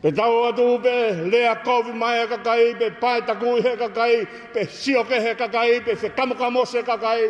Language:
Tongan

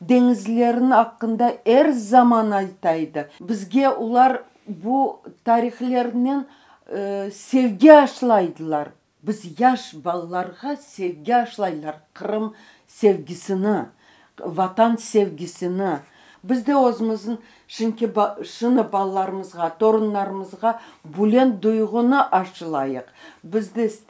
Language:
Crimean Tatar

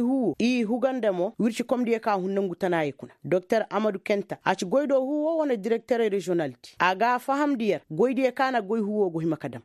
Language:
Koyraboro Senni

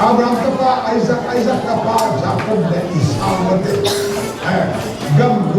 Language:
Tedim Chin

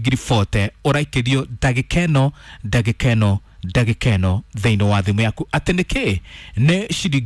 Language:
Kikuyu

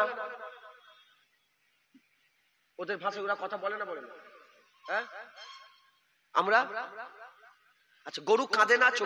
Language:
Bangla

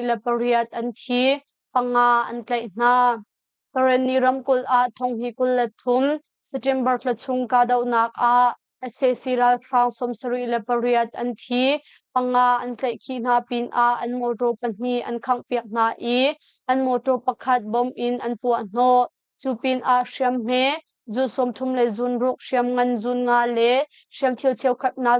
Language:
Hakha Chin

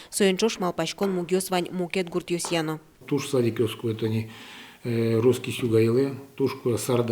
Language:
Udmurt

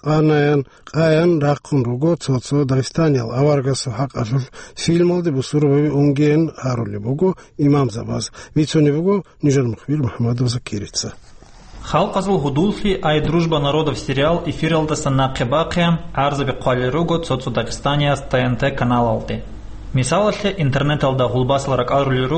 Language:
Avaric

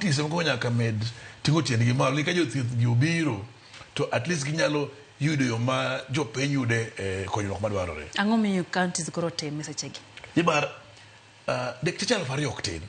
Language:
Luo (Kenya and Tanzania)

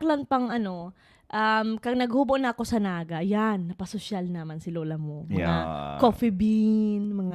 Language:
Bikol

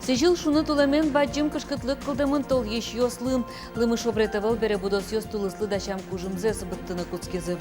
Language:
Udmurt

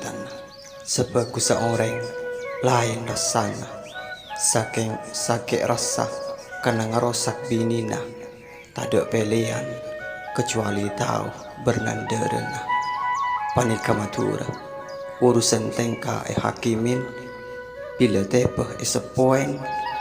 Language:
Madurese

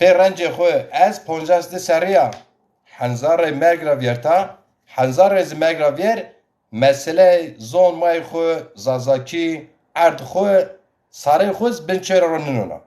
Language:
Zaza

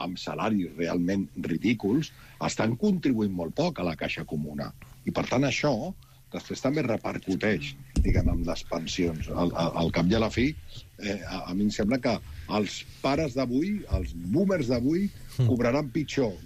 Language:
Catalan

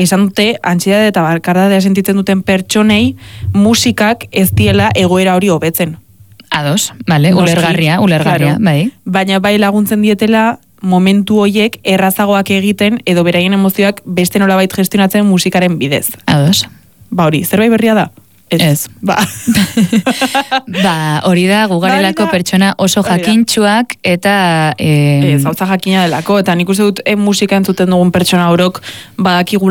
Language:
Basque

